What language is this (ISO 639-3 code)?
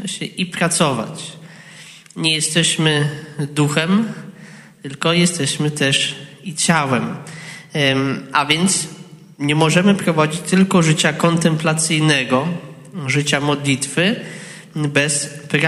pol